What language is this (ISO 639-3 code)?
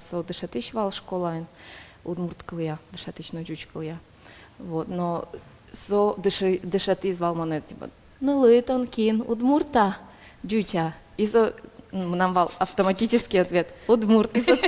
udm